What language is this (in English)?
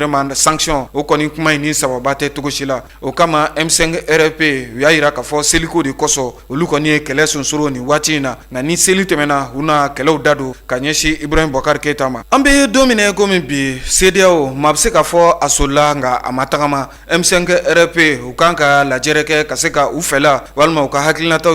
Bambara